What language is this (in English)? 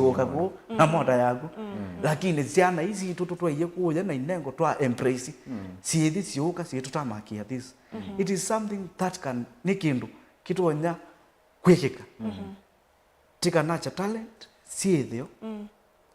Kamba